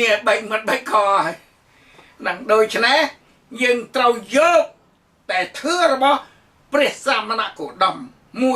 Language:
Khmer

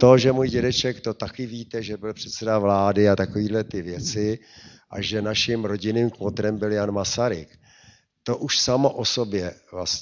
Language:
Czech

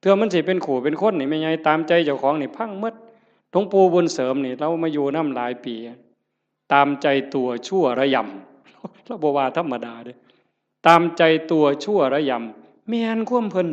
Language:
Northeastern Thai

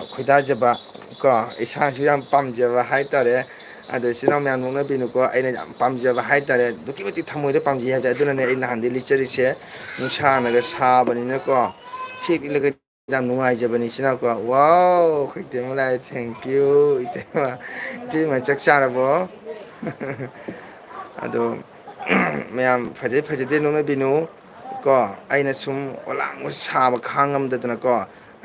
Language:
Manipuri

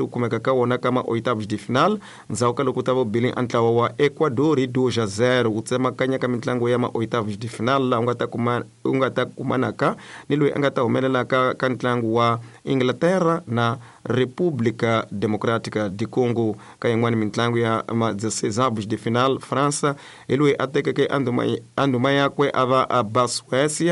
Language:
Tsonga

